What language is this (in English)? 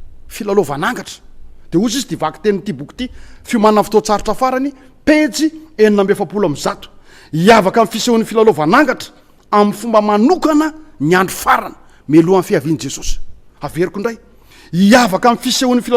Malagasy